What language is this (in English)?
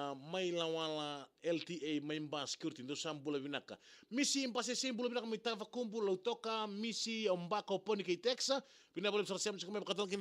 Fijian